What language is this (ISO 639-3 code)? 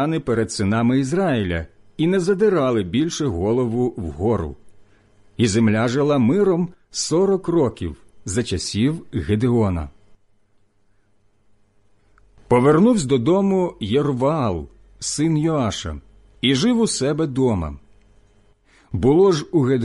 ukr